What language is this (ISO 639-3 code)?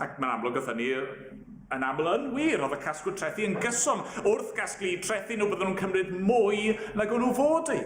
cym